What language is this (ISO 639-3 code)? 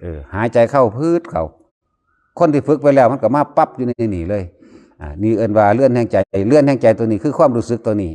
lao